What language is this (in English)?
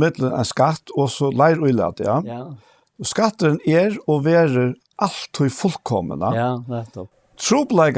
Faroese